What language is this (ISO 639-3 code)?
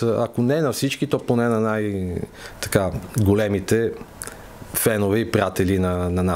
bul